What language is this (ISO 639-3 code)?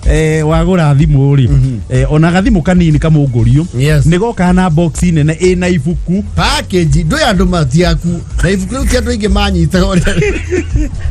kik